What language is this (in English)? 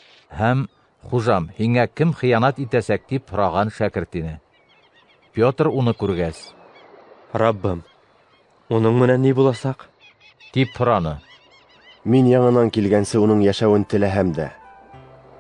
Bashkir